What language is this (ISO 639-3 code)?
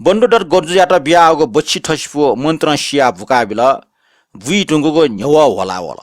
new